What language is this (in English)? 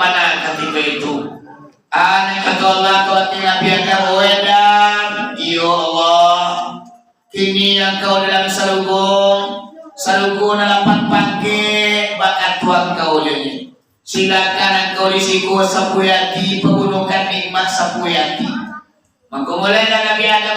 Minangkabau